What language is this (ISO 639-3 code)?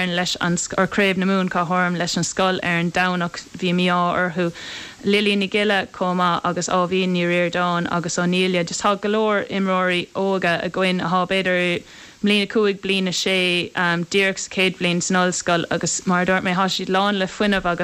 gle